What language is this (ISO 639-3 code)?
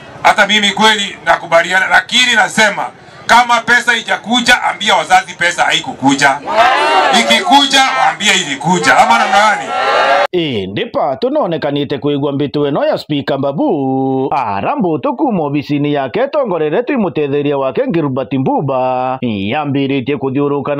mer